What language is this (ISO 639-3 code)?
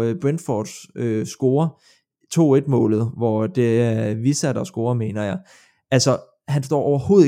dan